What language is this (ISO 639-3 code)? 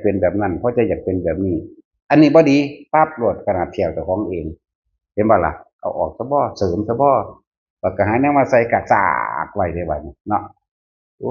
tts